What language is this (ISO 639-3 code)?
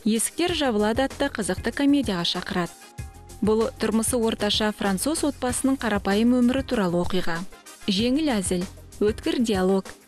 kaz